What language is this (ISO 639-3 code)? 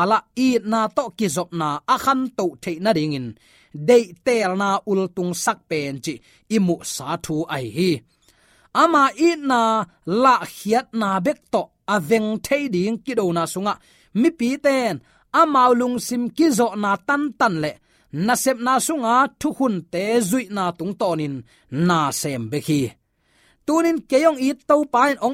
ctd